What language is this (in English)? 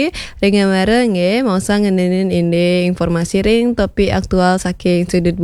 Balinese